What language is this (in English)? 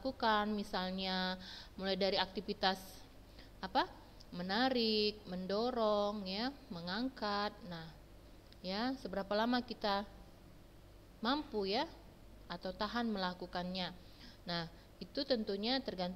Indonesian